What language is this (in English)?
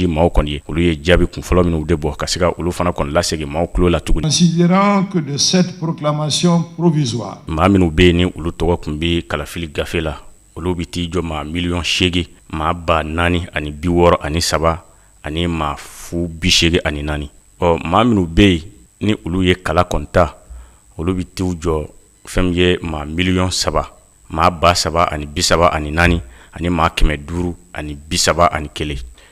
Bambara